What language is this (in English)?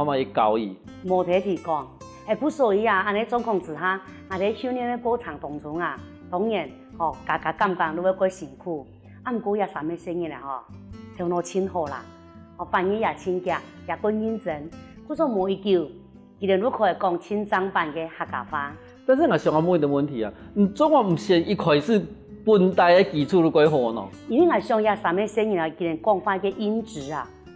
Hakka Chinese